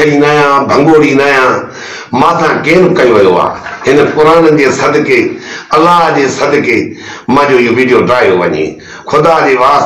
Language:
Sindhi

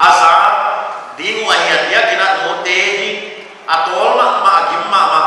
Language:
Paite Chin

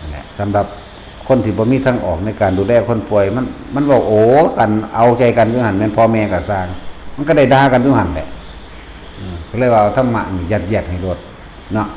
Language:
Northeastern Thai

